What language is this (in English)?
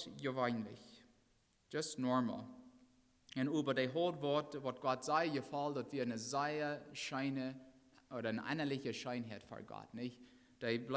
Plautdietsch